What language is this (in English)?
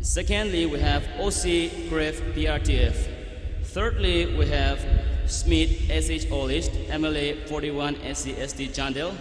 Tangkhul Naga (India)